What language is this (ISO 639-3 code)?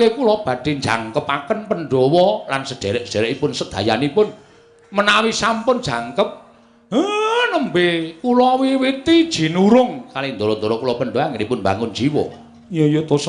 jav